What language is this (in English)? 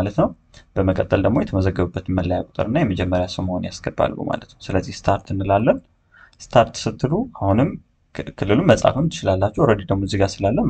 Amharic